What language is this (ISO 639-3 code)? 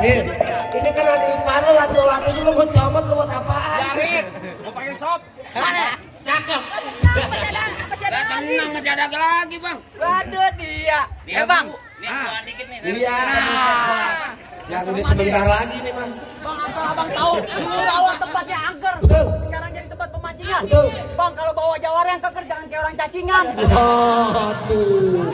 bew